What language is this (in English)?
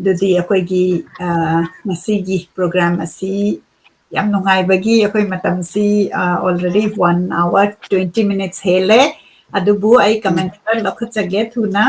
Manipuri